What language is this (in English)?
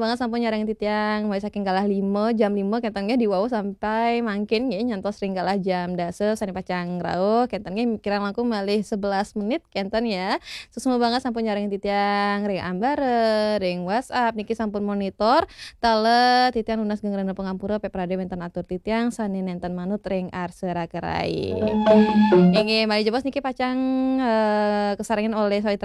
Balinese